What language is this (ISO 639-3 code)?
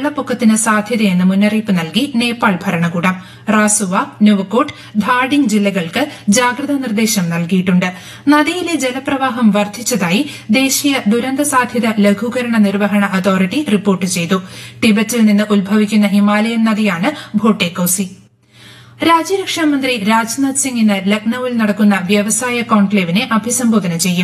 mal